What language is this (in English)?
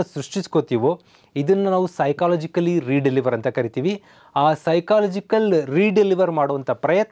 Kannada